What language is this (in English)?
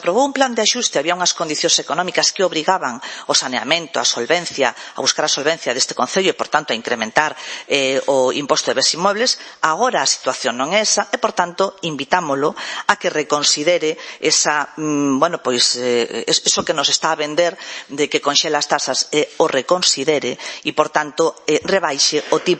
Galician